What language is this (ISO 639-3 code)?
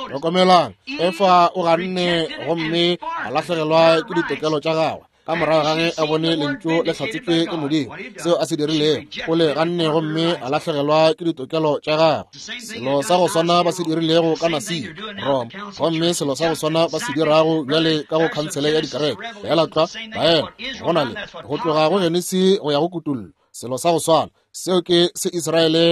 nso